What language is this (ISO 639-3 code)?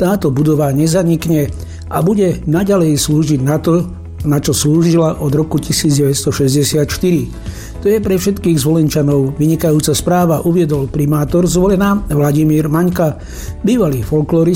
slk